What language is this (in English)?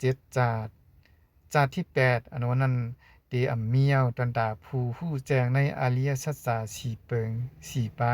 Shan